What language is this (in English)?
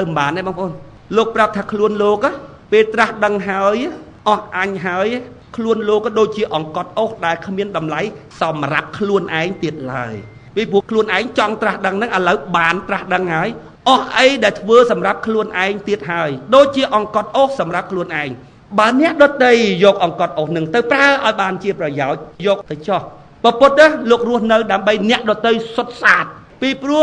Khmer